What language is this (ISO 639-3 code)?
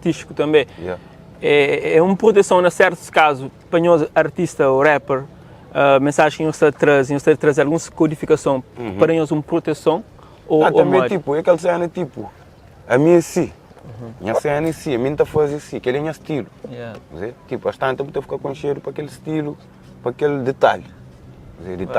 kea